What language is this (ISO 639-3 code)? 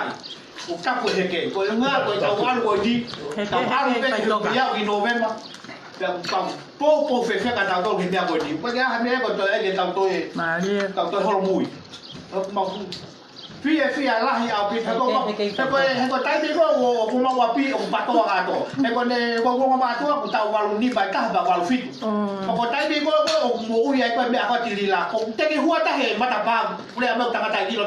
ton